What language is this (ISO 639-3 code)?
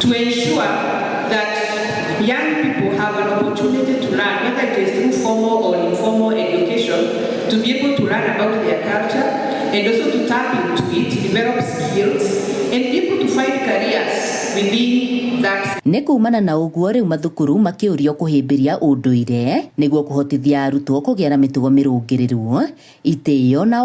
kik